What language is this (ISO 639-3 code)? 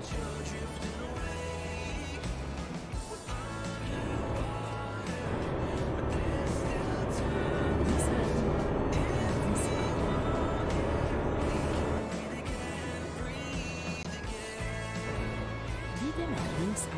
deu